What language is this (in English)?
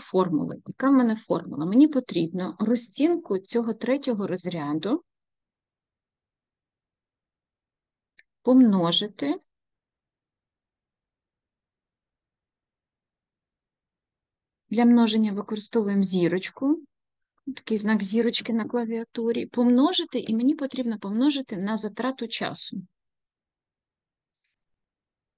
Ukrainian